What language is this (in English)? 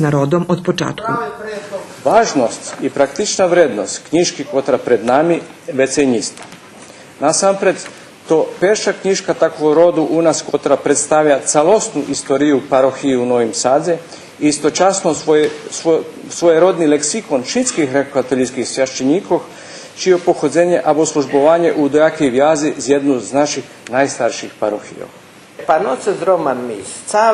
Rusyn